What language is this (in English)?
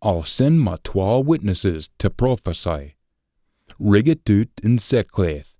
Scots